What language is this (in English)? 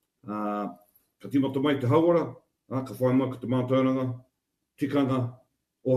Māori